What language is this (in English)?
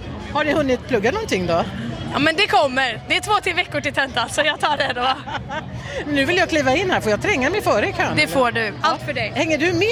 Swedish